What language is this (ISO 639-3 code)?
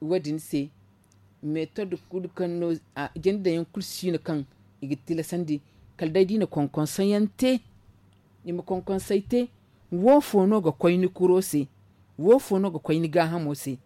dje